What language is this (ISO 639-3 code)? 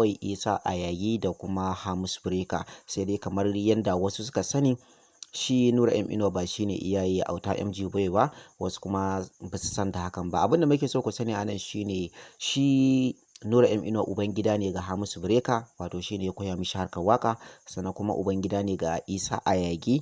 hau